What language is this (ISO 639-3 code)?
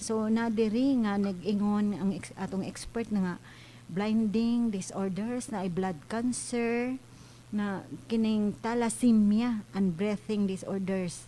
ceb